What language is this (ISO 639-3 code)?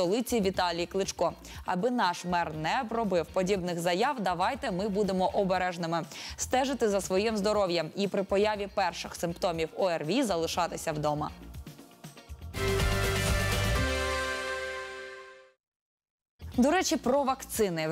ukr